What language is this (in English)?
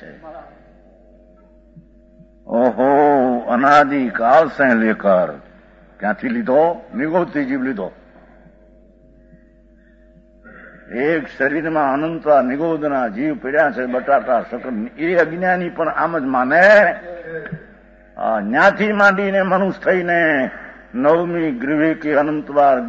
Gujarati